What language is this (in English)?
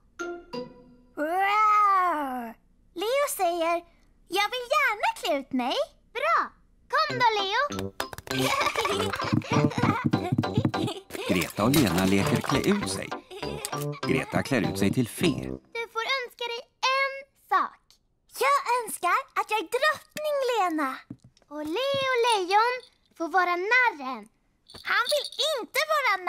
Swedish